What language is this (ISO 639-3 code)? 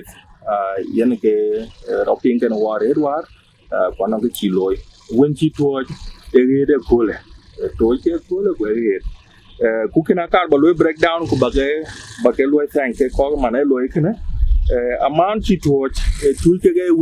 din